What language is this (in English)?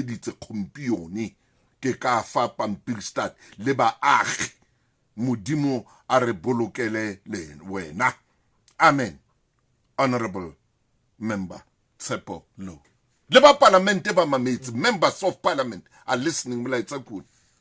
Southern Sotho